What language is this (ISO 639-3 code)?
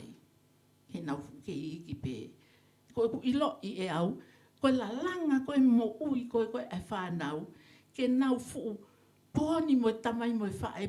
ton